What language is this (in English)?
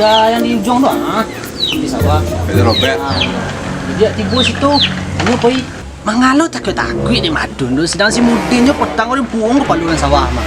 Minangkabau